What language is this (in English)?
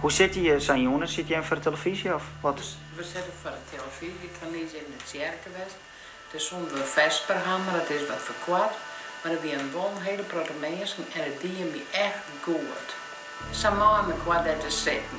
Western Frisian